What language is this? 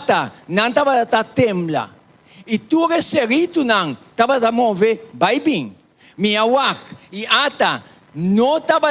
Papiamento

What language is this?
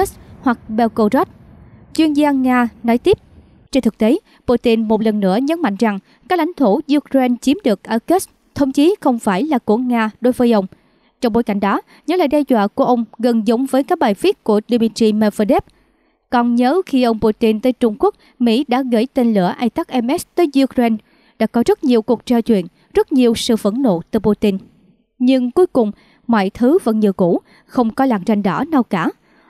Vietnamese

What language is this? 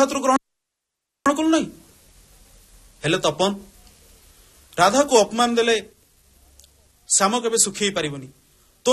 Odia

